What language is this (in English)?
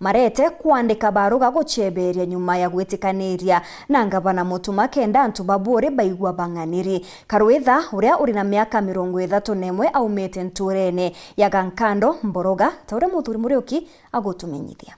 Meru